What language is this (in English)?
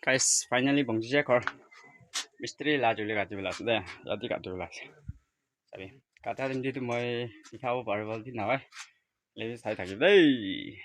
Naga Pidgin